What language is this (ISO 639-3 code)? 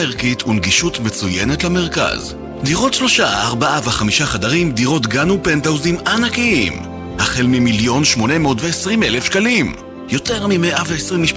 heb